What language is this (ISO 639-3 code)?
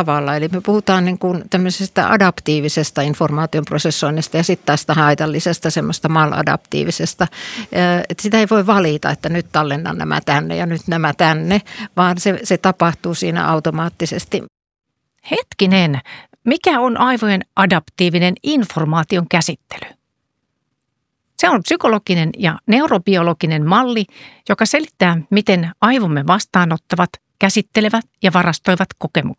fin